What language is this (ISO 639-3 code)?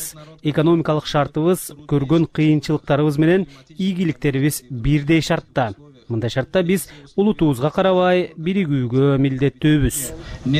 kir